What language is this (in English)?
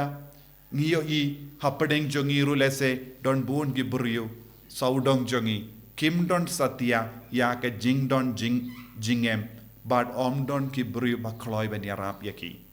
Khasi